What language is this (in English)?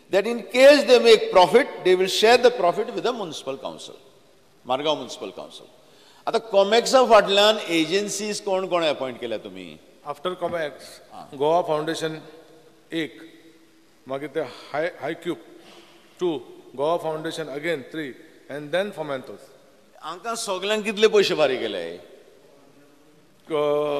Konkani